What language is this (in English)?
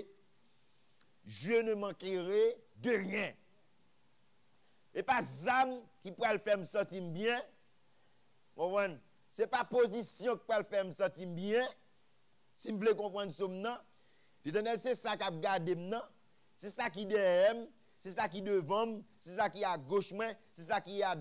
French